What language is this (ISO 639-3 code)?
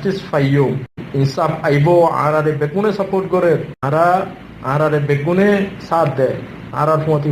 rhg